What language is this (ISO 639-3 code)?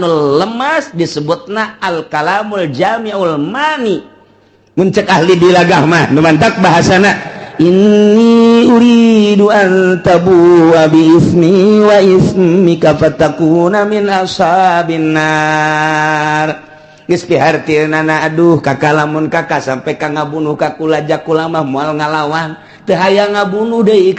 sun